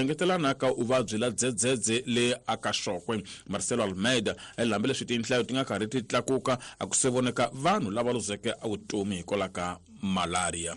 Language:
Tsonga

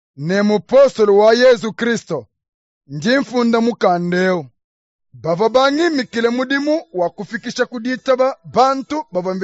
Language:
Luba-Lulua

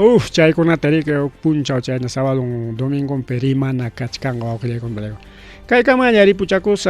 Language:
Ayacucho Quechua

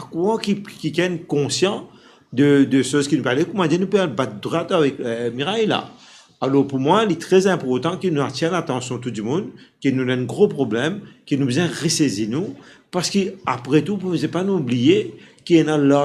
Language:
Morisyen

